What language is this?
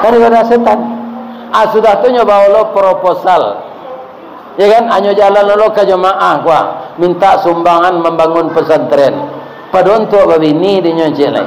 Minangkabau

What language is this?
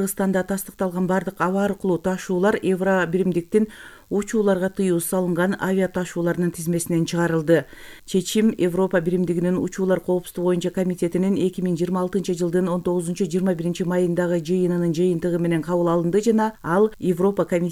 Kyrgyz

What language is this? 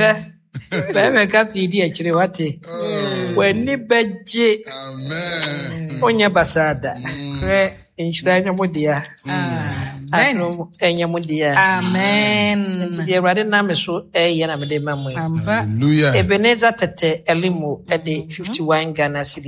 Akan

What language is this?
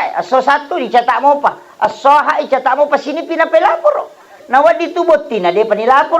Buginese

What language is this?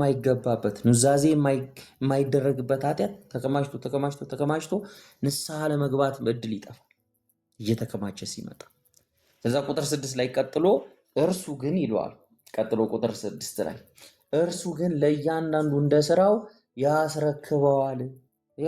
Amharic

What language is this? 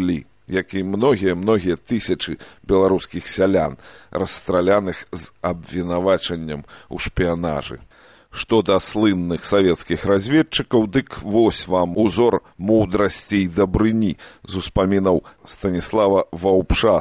Belarusian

